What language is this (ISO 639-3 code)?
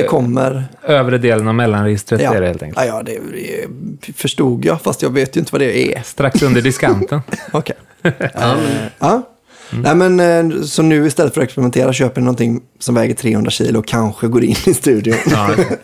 swe